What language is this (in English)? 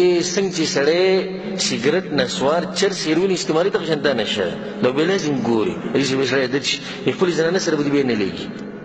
Pashto